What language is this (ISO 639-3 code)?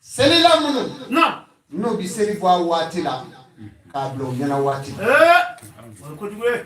bam